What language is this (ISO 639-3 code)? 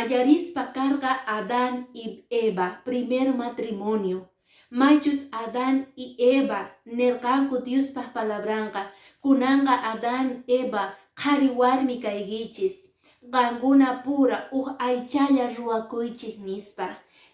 que